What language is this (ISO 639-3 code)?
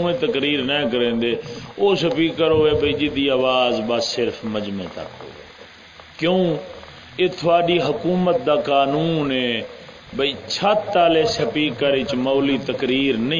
skr